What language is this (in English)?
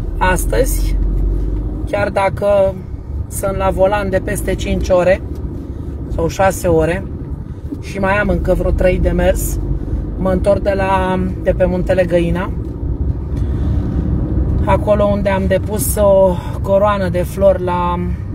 Romanian